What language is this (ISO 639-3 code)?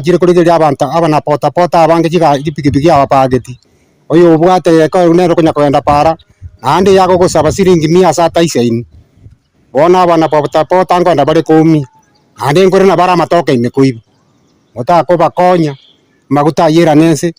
guz